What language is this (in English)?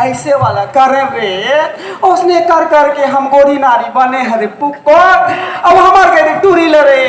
Chhattisgarhi